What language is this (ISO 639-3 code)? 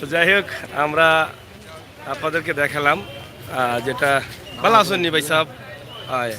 syl